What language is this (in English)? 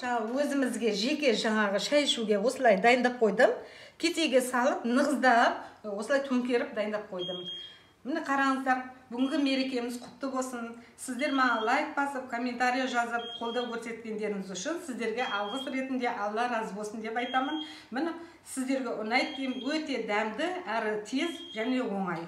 Kazakh